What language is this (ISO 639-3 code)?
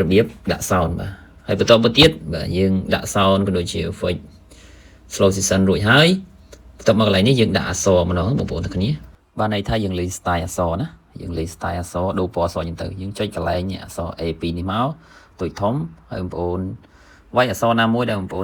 khm